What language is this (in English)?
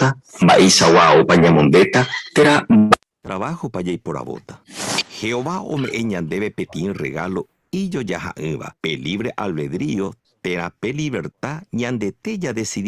Guarani